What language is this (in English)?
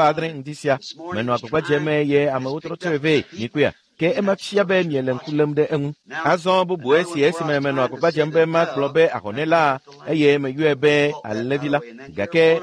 Ewe